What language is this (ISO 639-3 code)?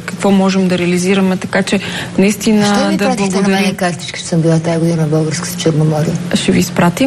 bul